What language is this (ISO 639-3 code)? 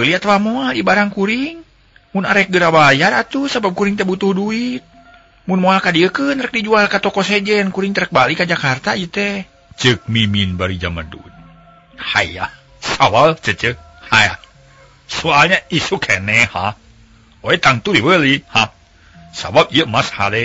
sun